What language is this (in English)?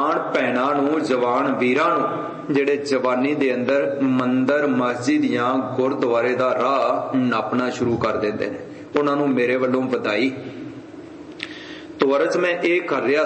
Punjabi